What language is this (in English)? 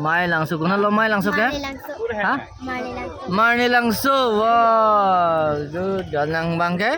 Karbi